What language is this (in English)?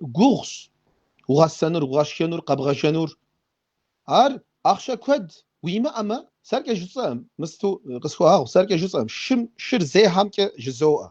Kabardian